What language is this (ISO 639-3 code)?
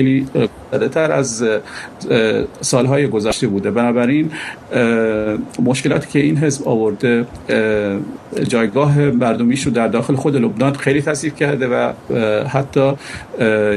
fas